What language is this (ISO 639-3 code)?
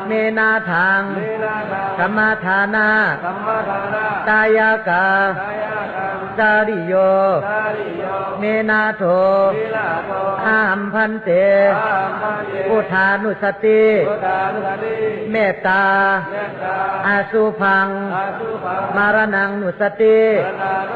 shn